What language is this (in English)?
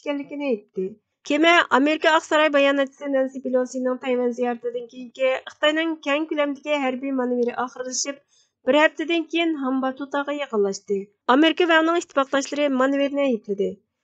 Uyghur